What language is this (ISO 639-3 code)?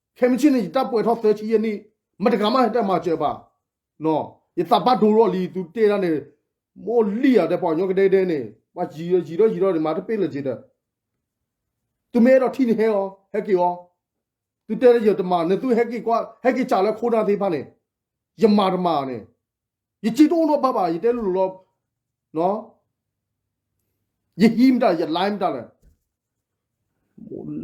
ksw